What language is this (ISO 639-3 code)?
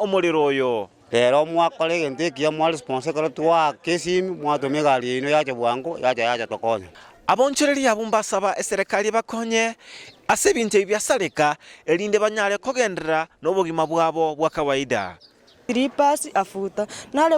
guz